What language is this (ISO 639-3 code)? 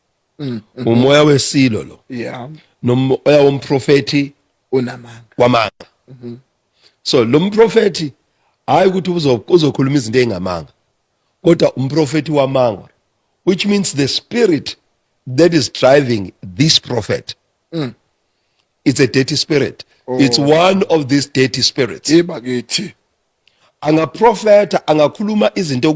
zul